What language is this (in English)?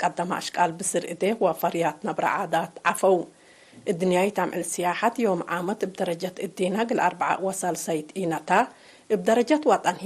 Tigre